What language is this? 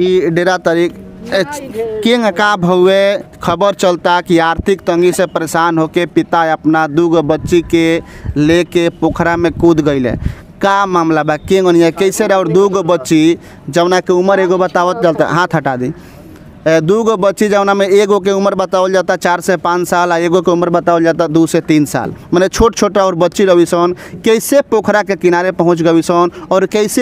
Bhojpuri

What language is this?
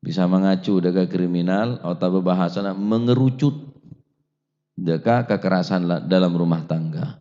Madurese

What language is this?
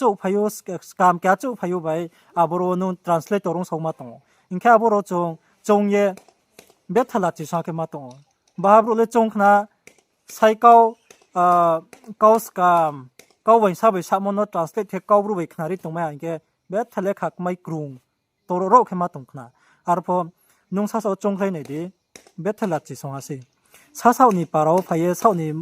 Riang (India)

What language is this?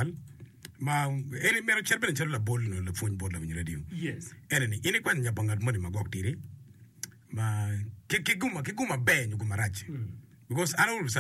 Acoli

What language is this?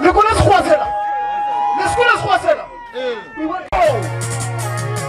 Northern Sotho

